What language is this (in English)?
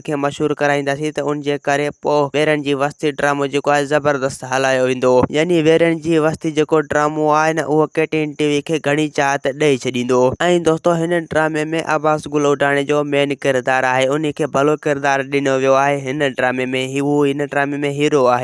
Sindhi